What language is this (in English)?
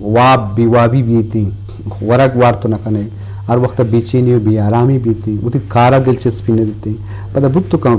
Eastern Balochi